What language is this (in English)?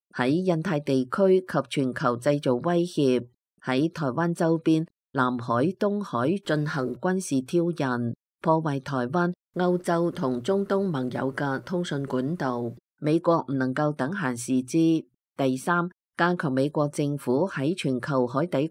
Cantonese